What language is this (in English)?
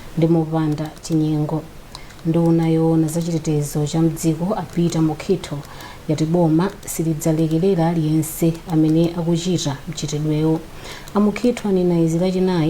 Nyanja